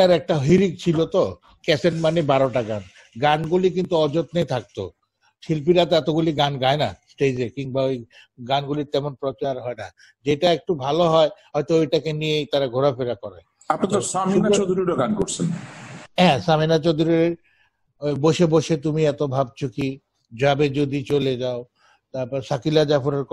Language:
Bangla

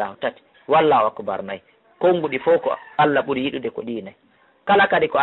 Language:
Fula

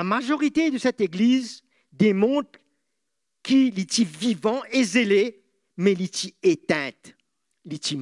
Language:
Morisyen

